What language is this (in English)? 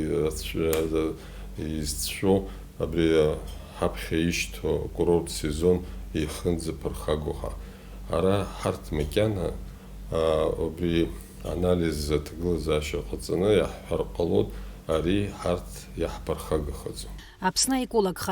Abkhazian